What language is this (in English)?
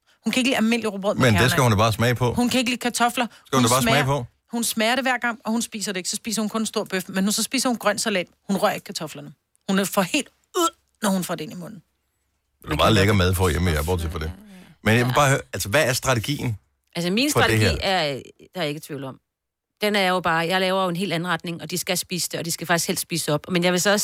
Danish